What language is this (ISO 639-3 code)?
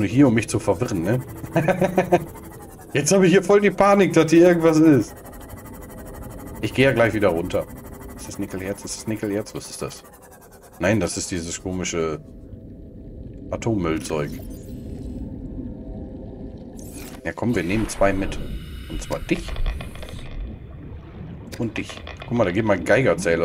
deu